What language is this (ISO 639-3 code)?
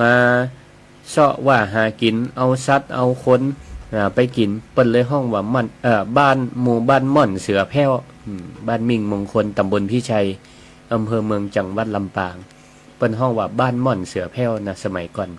nod